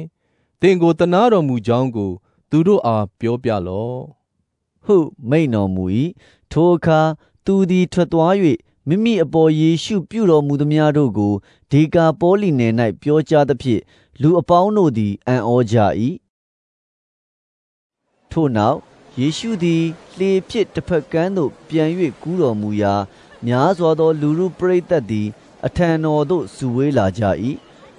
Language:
Burmese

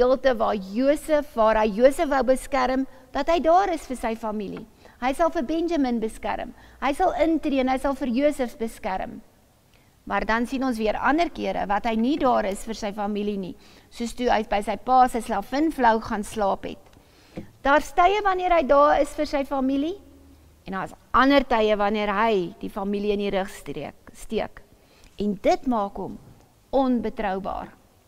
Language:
Afrikaans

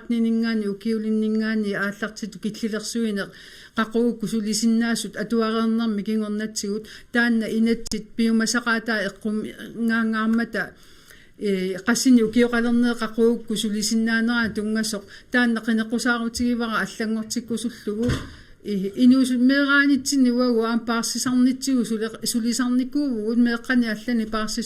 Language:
Kalaallisut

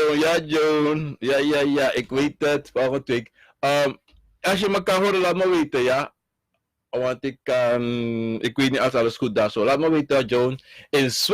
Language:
Sranan Tongo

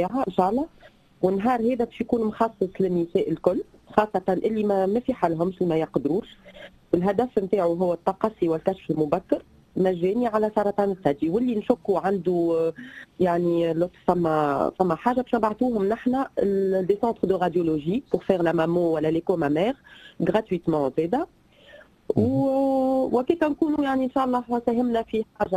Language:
Tunisian Arabic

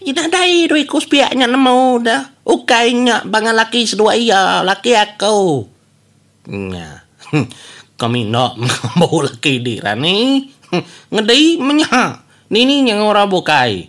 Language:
Iban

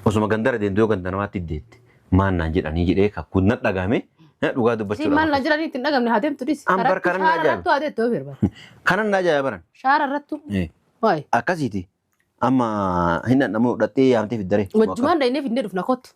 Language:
Oromo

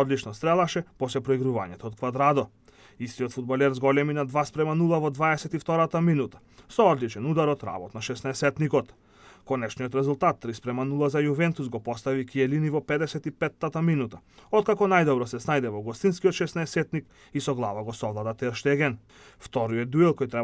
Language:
Macedonian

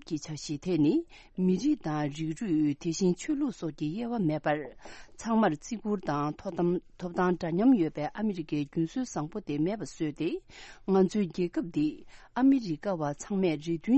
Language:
Tibetan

